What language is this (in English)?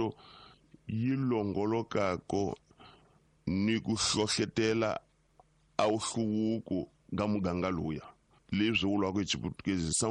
Tsonga